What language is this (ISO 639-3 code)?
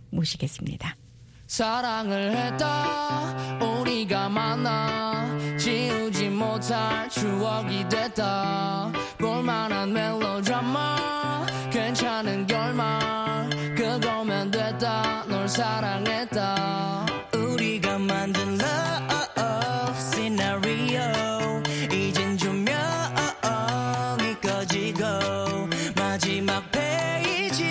kor